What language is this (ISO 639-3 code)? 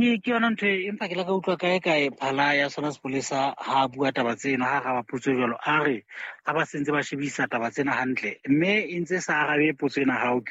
sot